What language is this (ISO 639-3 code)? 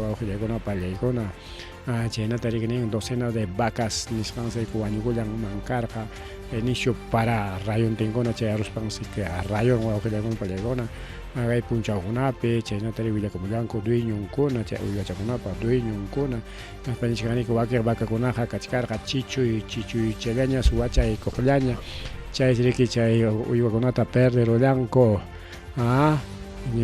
quy